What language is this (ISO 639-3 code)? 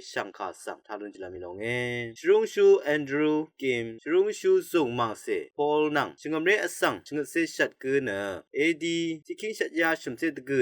raw